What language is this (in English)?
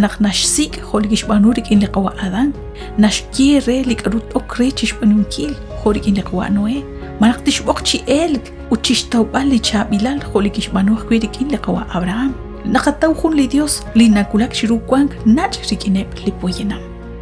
Kekchí